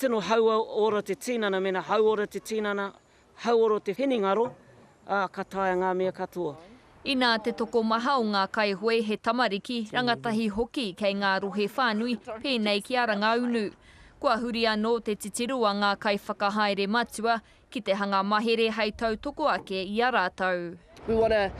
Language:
Māori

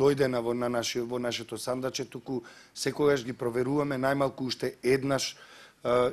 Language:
Macedonian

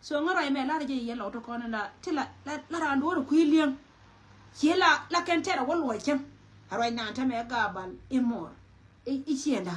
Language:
Nuer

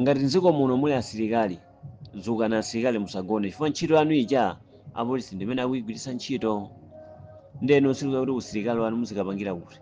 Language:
Nyanja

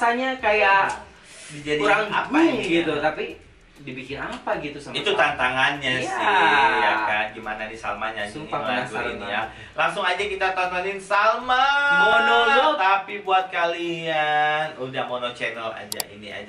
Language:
Indonesian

